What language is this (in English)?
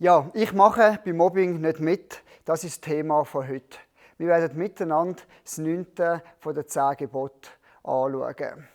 Swiss German